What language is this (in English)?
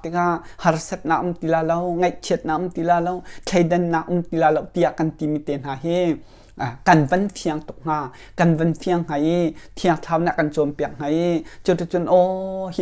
Hakha Chin